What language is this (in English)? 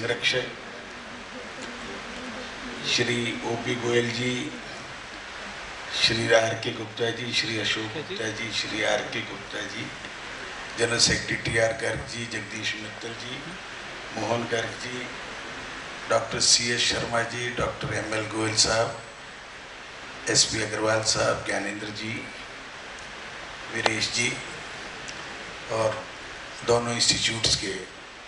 Hindi